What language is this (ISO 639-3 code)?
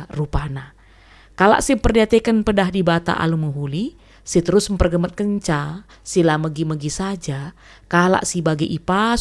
btx